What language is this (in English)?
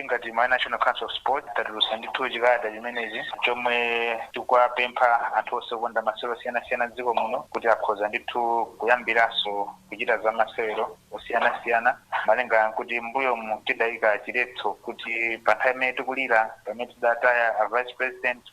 Nyanja